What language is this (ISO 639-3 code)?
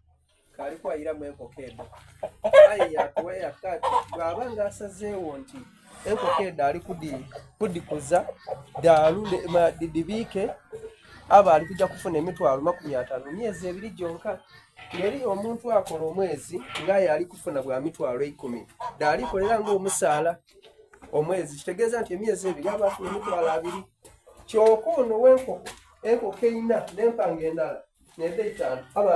xog